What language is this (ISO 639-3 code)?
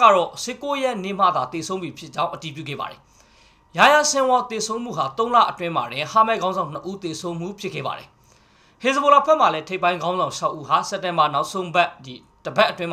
mya